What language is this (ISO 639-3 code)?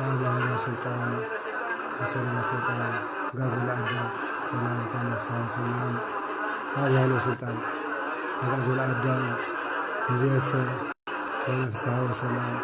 gez